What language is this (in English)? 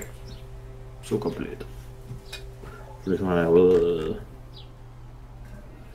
Danish